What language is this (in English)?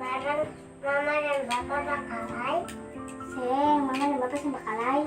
Ambonese Malay